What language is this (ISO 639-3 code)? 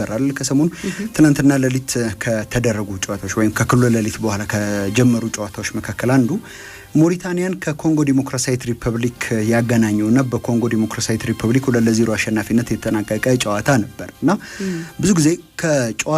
amh